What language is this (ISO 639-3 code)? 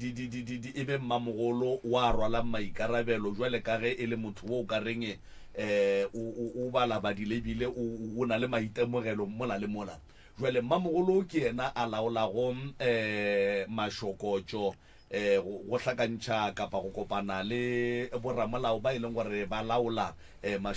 nso